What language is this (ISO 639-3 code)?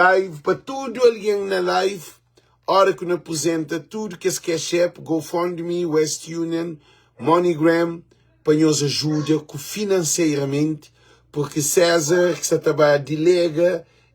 kea